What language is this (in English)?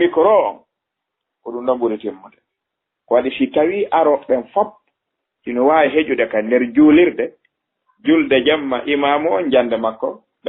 Fula